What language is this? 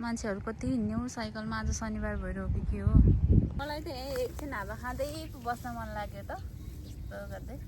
Nepali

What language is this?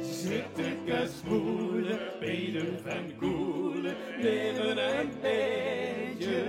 Limburgish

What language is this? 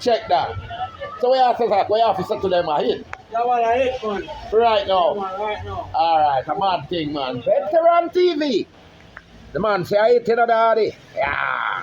Jamaican Creole English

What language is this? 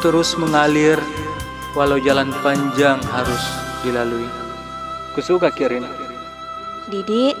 Makassar Malay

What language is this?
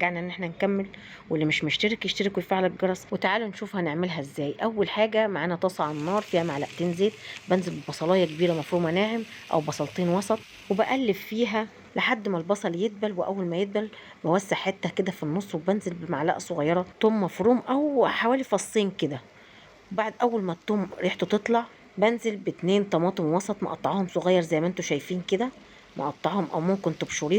Egyptian Arabic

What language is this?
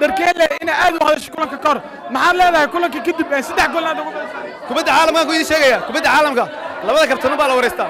Somali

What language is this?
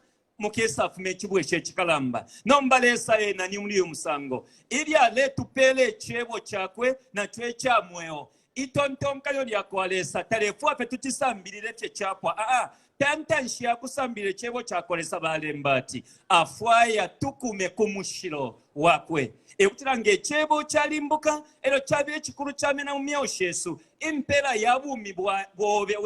Bemba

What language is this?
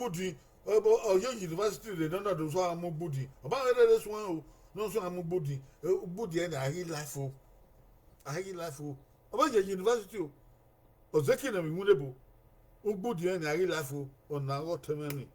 Bini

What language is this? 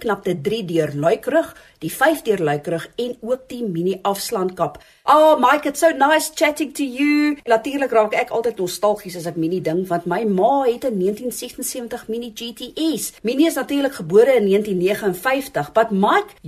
Afrikaans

